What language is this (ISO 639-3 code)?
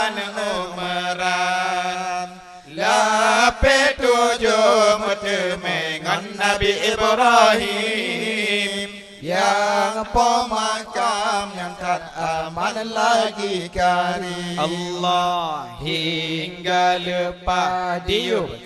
ace